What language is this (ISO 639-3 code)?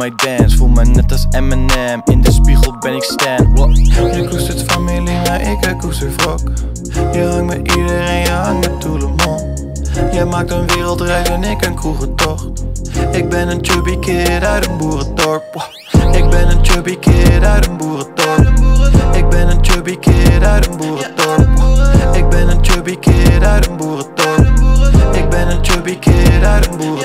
nld